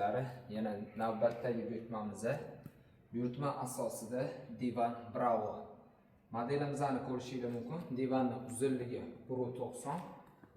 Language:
Uzbek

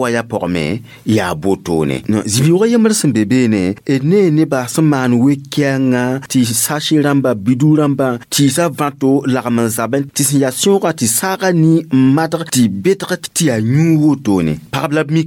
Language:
Mossi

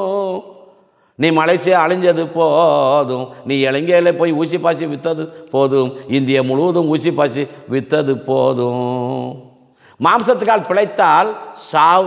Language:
Tamil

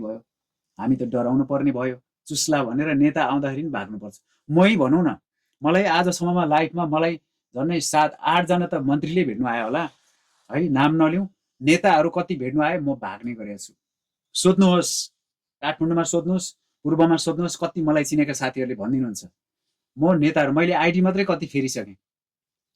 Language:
Nepali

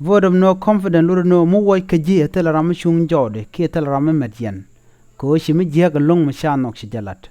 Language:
Nuer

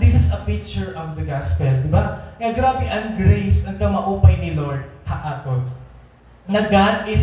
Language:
Waray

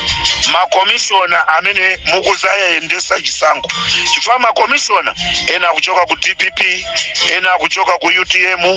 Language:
Nyanja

